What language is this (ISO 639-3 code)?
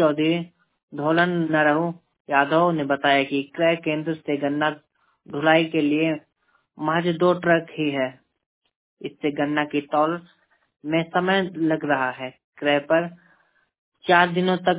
hin